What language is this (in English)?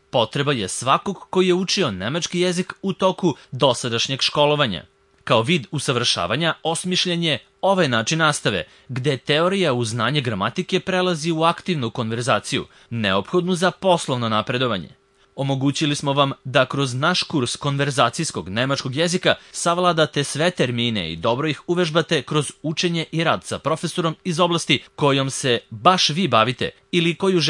Serbian